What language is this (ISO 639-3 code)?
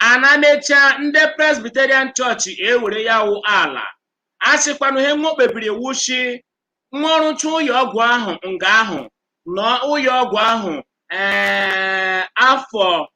ibo